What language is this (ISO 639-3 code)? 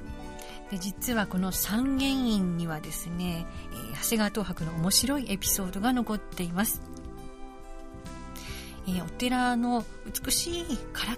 jpn